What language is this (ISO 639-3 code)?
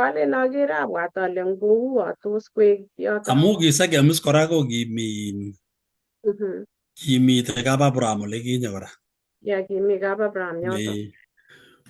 kln